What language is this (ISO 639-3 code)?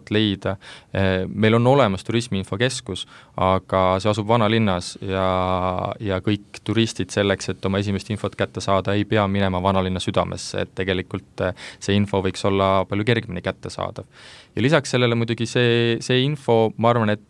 est